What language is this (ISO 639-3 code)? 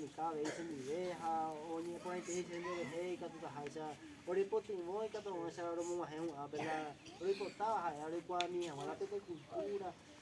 grn